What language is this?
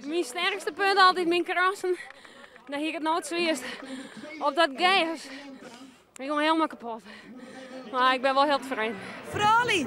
Western Frisian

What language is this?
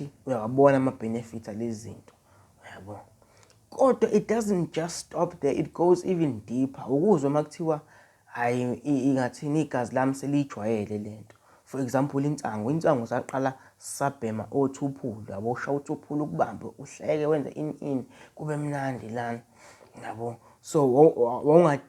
Zulu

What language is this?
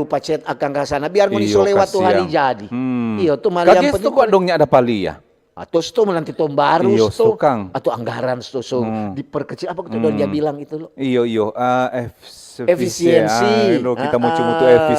Manado Malay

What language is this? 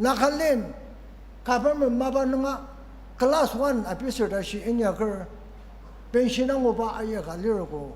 Ao Naga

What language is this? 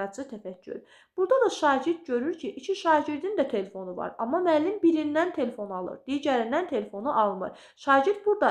Azerbaijani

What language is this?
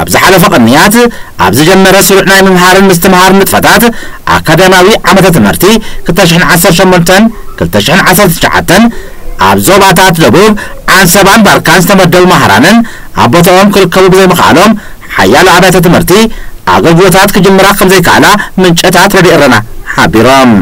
Tigrinya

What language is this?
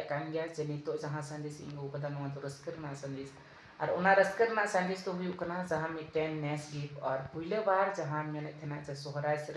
Santali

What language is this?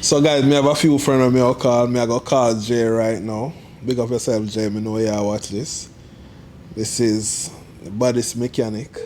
Jamaican Creole English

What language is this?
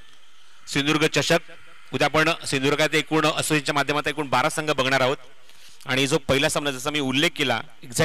Marathi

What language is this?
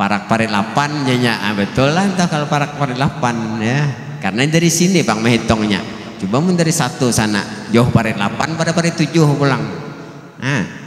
Banjar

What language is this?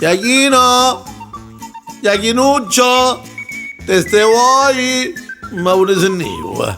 Neapolitan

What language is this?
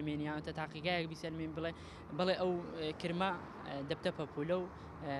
Central Kurdish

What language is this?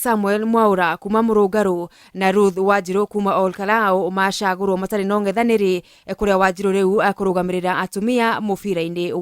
Kikuyu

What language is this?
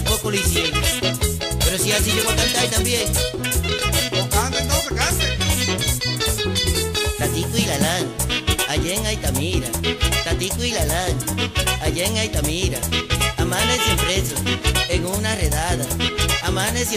Spanish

